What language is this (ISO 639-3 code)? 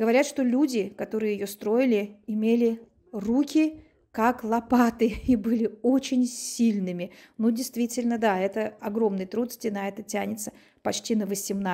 rus